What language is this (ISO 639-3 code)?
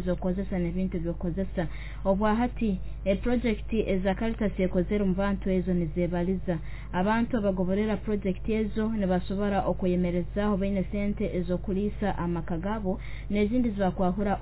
nyo